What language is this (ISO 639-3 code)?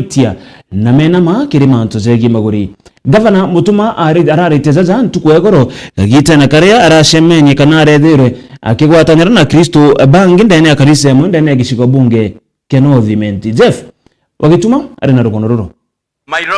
mer